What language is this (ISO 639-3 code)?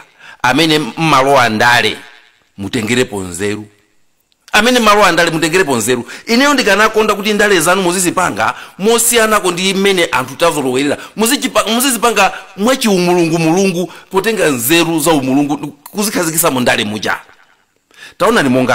nya